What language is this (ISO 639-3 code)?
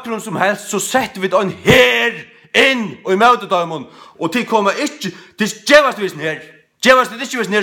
fao